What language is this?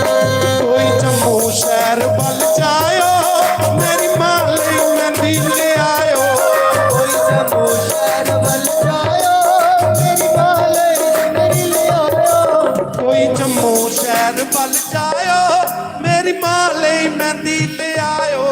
Dogri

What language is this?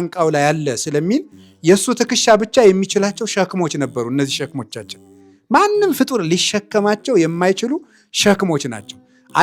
Amharic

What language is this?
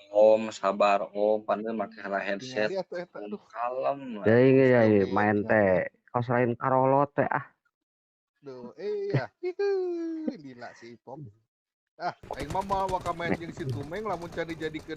Sundanese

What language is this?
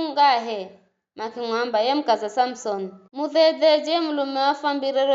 Giryama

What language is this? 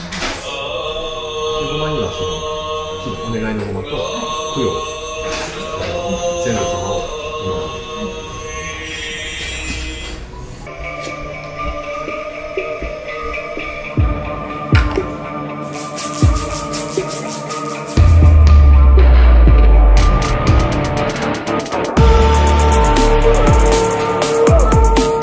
Japanese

